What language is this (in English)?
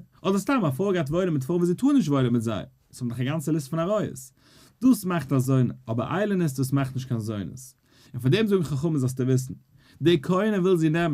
Yiddish